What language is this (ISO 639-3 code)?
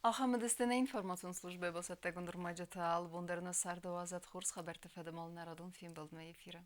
oss